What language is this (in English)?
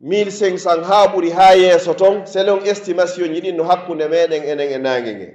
Pular